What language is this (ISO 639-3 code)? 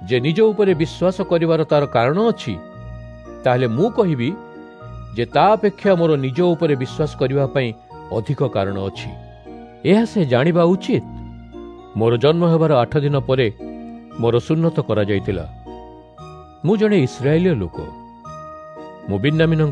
ori